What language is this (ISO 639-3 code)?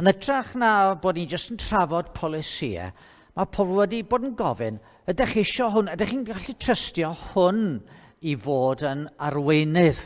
cym